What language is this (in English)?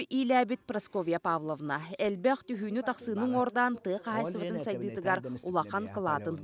Yakut